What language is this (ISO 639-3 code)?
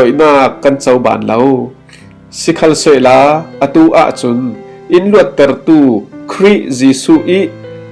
cfm